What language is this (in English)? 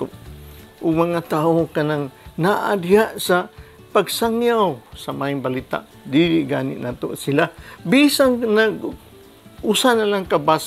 Cebuano